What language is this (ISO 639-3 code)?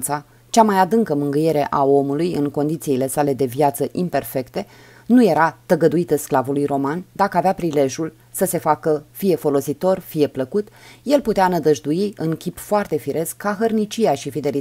ron